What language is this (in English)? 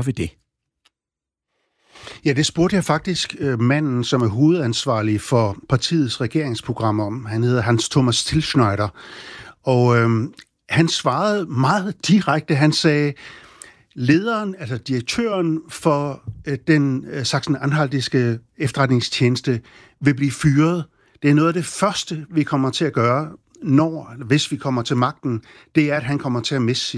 Danish